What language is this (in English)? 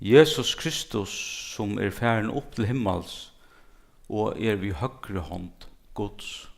Faroese